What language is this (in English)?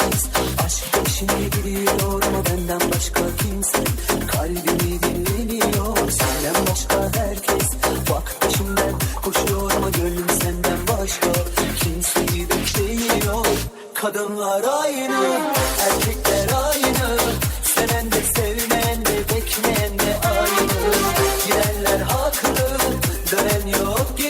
Kara-Kalpak